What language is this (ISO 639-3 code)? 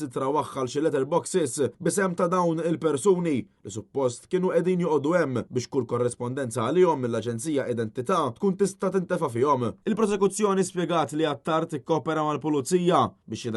mlt